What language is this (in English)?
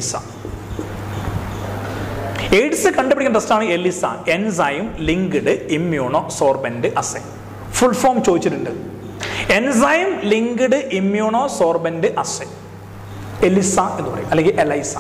Malayalam